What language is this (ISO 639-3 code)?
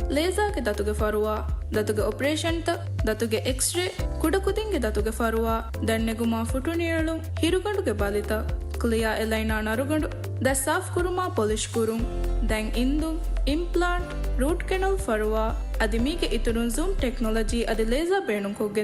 div